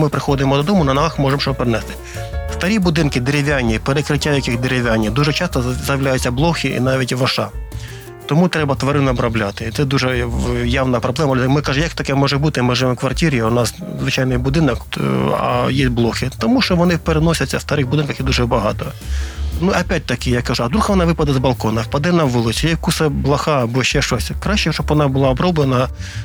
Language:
Ukrainian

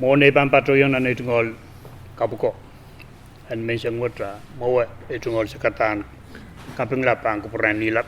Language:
Pohnpeian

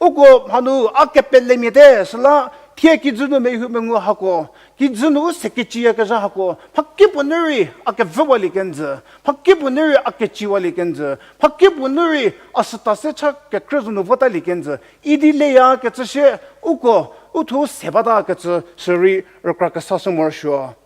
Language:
Angami Naga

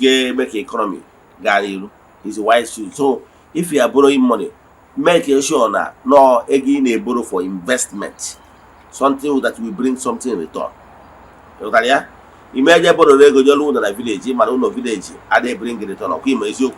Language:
Igbo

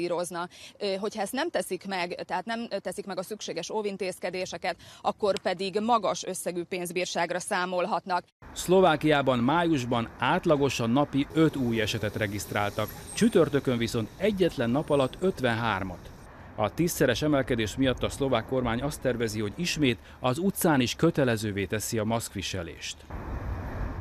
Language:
Hungarian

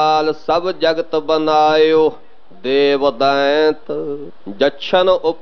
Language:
Punjabi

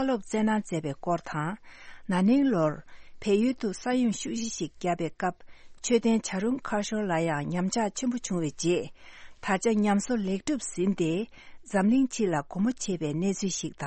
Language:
Tibetan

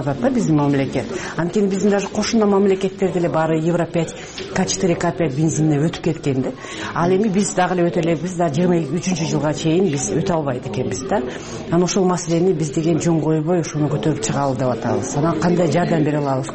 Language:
Kyrgyz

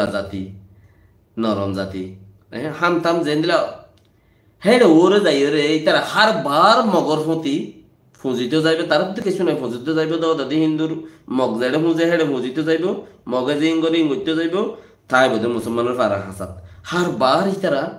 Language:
Rohingya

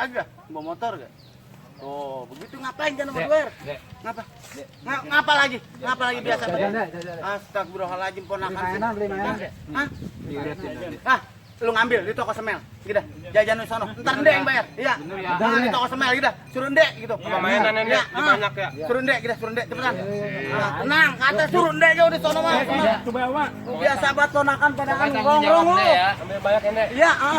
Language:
Betawi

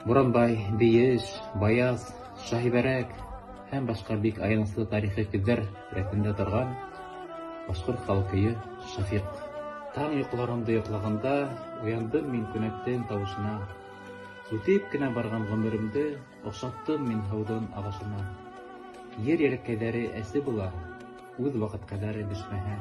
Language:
Bashkir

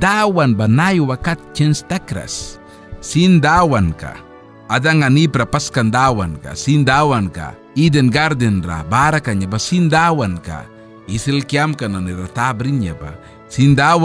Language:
Mískito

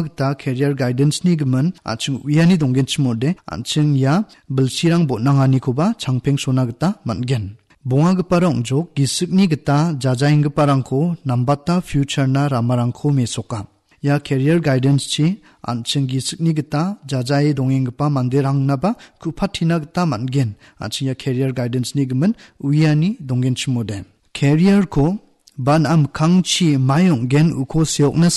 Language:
Garo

